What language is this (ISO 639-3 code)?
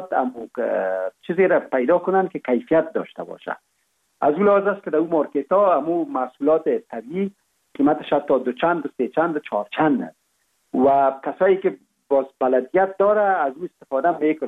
fas